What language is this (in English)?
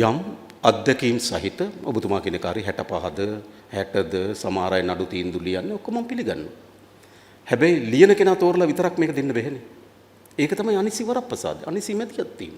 Sinhala